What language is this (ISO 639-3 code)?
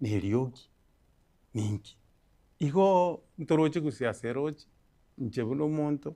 guz